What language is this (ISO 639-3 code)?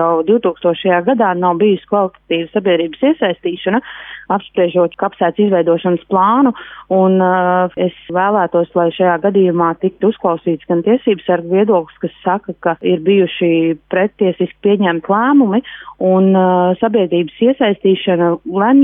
lav